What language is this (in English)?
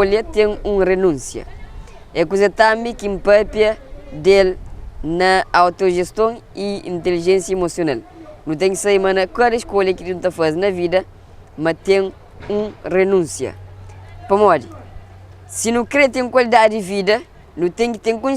Kabuverdianu